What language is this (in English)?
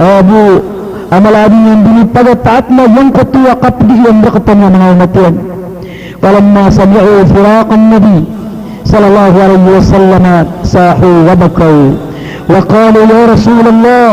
Maranao